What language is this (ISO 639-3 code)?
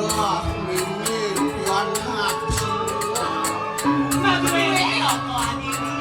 ban